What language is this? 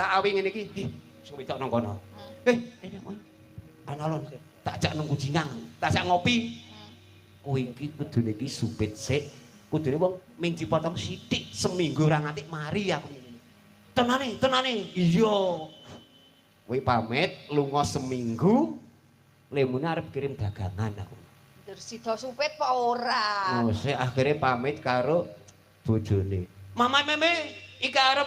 Javanese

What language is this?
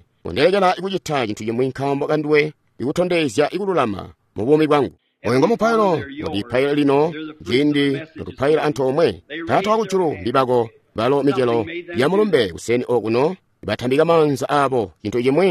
Tonga (Zambia)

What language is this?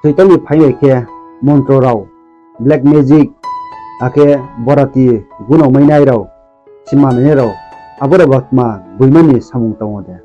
Riang (India)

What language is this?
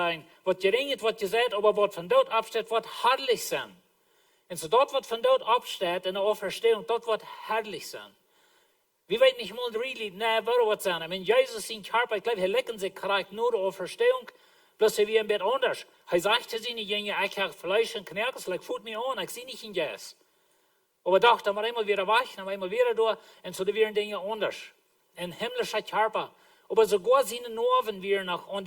Plautdietsch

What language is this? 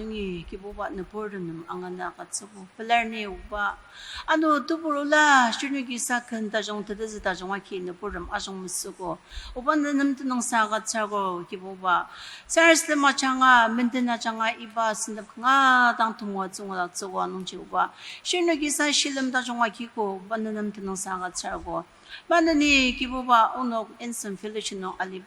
Ao Naga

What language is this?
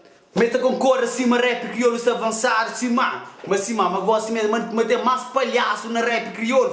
Kabuverdianu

